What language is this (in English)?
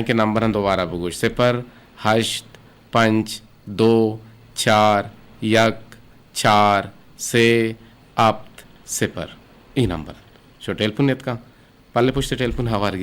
Eastern Balochi